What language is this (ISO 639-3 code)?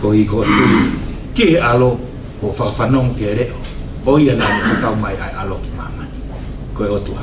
ton